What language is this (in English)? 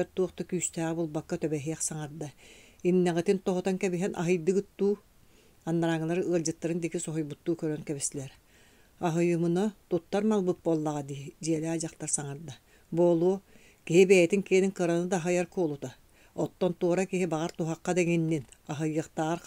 Yakut